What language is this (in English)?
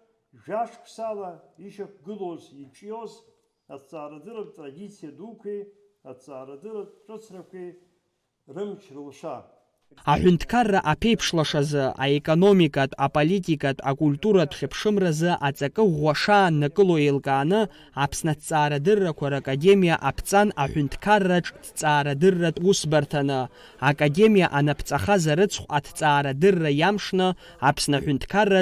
Abkhazian